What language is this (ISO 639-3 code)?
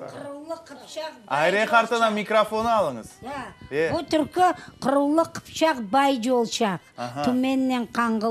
crh